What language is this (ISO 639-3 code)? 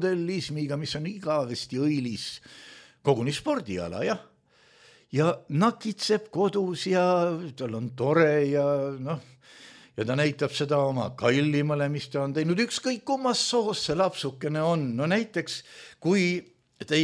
est